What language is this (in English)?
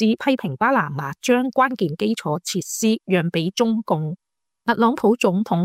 Cantonese